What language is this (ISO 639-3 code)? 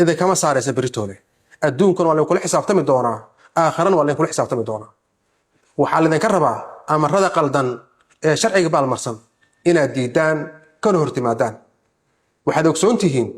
som